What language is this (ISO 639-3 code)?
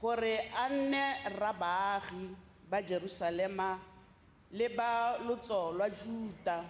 tsn